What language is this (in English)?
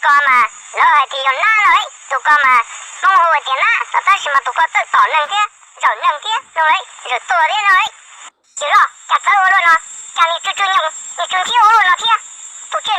Hmong